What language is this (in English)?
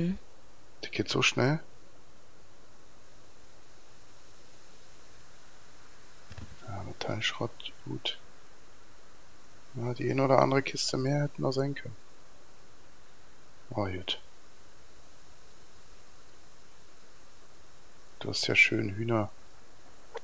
German